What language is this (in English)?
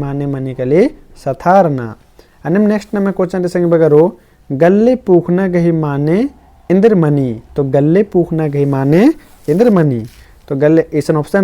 Kurukh